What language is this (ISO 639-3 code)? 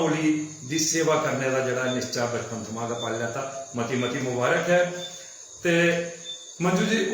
doi